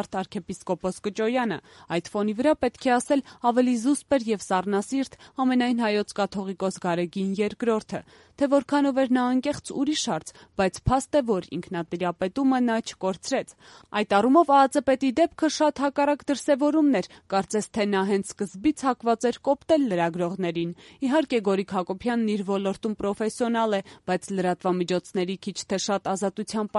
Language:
Armenian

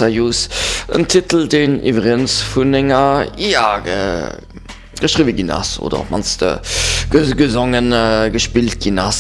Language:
Luxembourgish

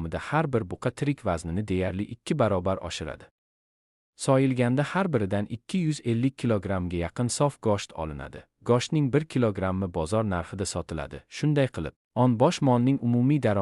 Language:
Uzbek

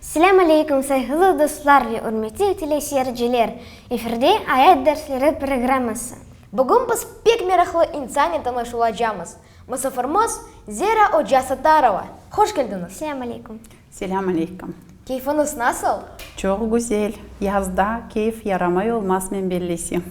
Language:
Crimean Tatar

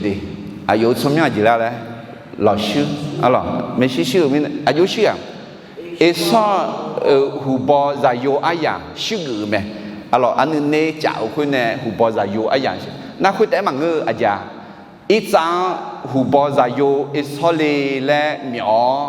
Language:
Akha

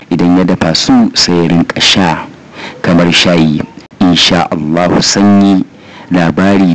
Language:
Hausa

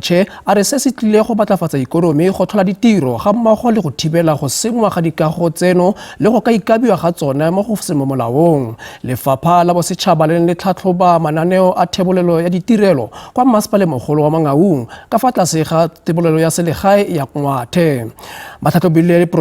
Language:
Tswana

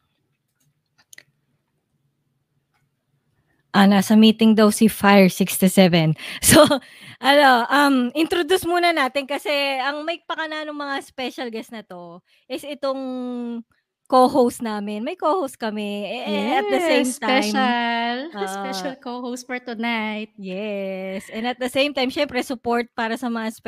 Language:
Filipino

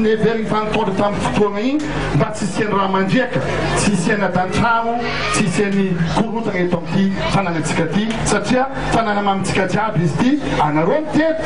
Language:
Malagasy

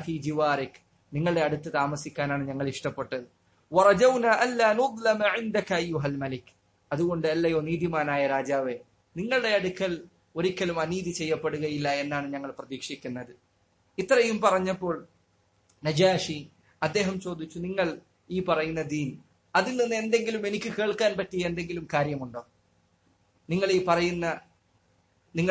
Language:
Malayalam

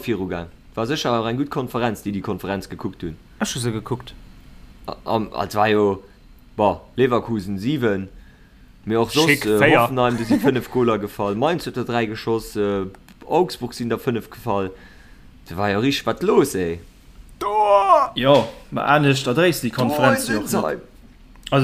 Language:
Luxembourgish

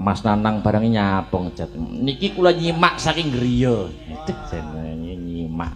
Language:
Javanese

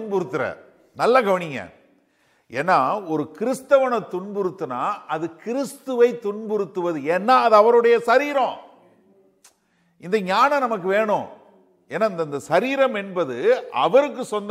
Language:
Tamil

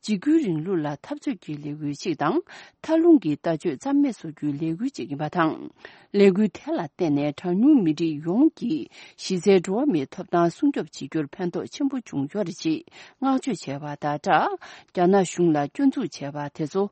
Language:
Tibetan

